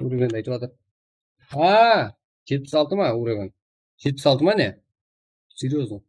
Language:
Kara-Kalpak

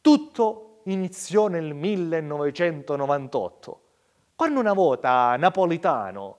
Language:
Sicilian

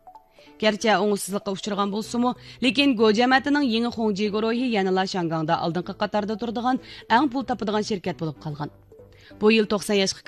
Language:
Uyghur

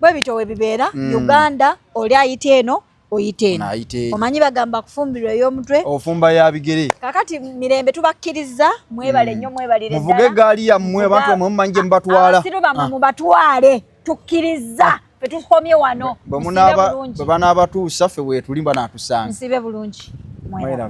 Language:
Ganda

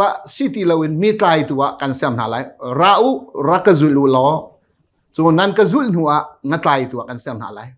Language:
Hakha Chin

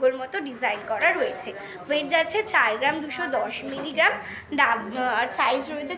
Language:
Bangla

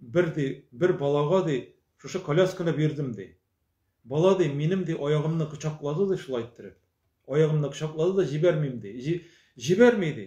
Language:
Tatar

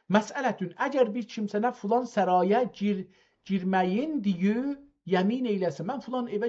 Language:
South Azerbaijani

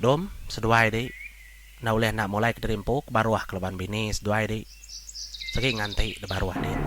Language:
Iban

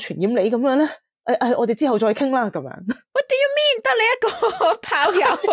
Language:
Cantonese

